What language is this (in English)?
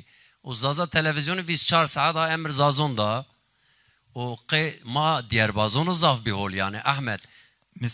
Zaza